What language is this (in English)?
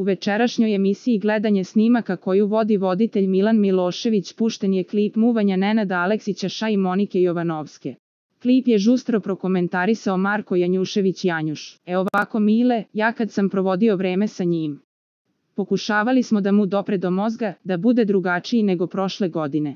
Serbian